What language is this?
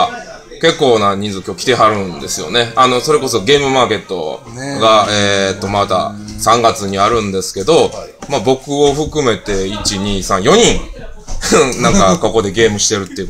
Japanese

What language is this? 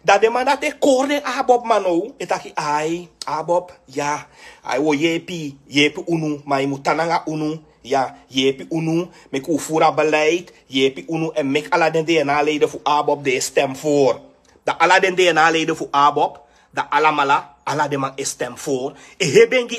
Sranan Tongo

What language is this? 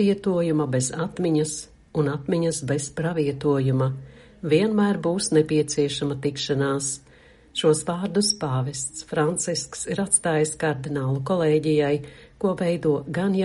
Latvian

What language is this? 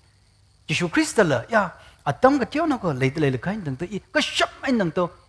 Tangkhul Naga (India)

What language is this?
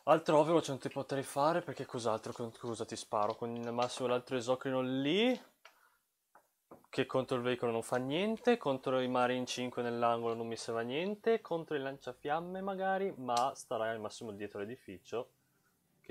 Italian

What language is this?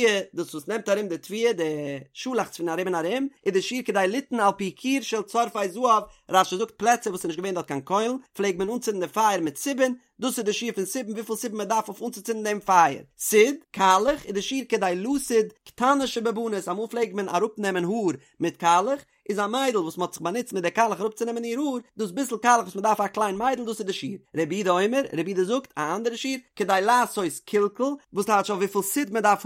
Yiddish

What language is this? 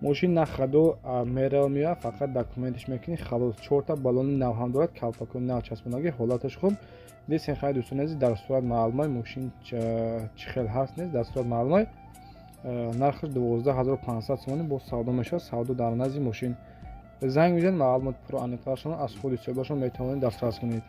Tajik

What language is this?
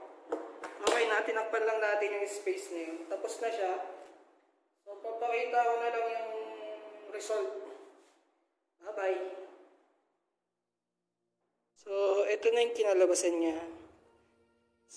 Filipino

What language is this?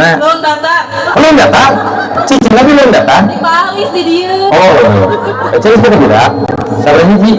Sundanese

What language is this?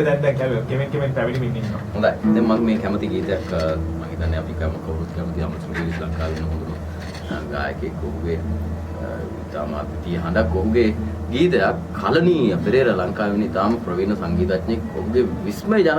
Sinhala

